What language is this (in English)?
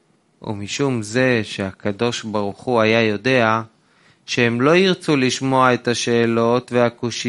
Hebrew